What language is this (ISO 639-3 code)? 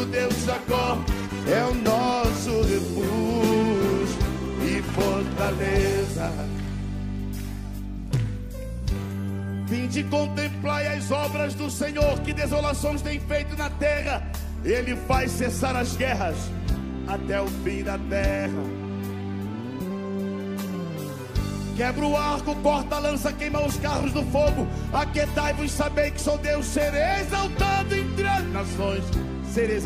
por